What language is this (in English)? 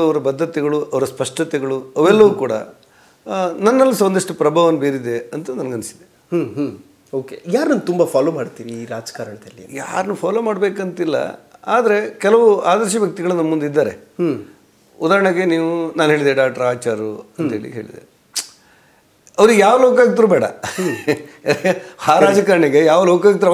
Kannada